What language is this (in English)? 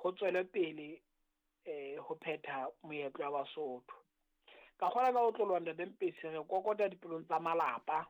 Southern Sotho